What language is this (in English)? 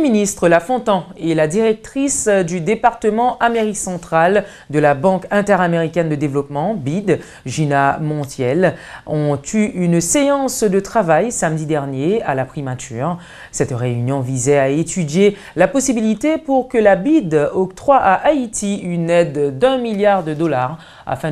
French